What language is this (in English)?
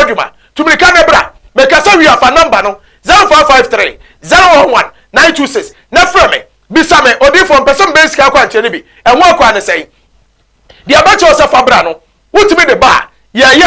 Akan